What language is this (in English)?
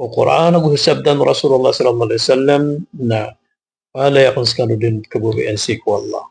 Maranao